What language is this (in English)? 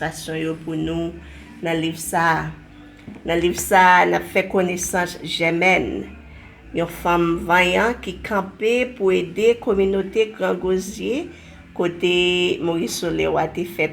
Haitian Creole